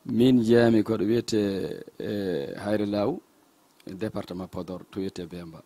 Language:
Fula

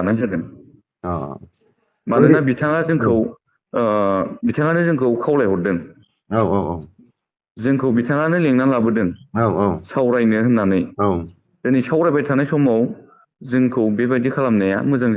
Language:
Bodo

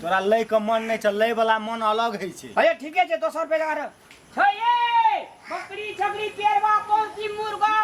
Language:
Maithili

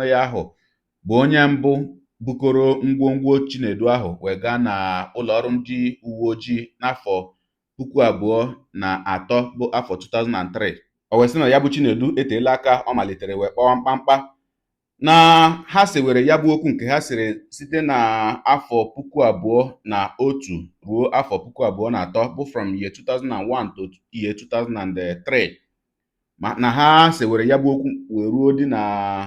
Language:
Igbo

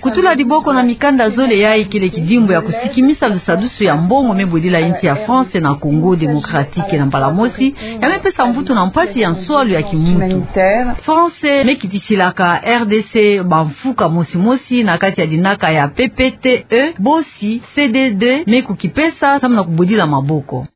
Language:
Kituba (Democratic Republic of Congo)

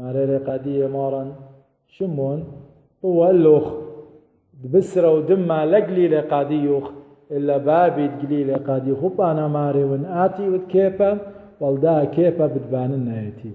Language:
Assyrian Neo-Aramaic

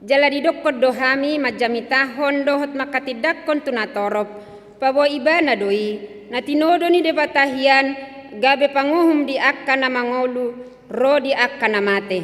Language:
Batak Toba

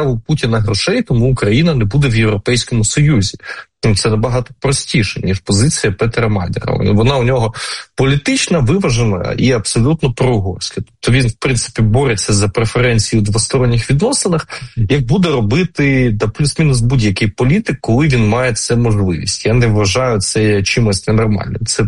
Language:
Ukrainian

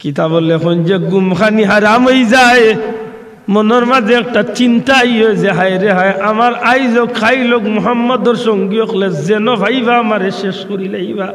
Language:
Sylheti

